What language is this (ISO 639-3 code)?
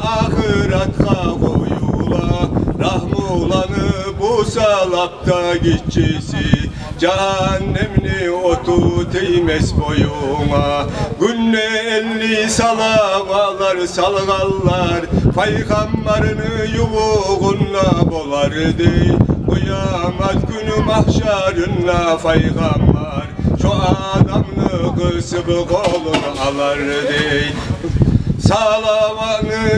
kum